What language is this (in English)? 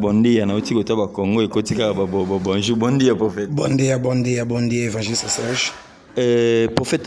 Lingala